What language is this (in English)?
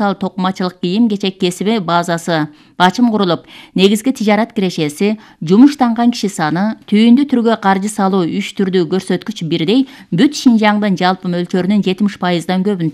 Kyrgyz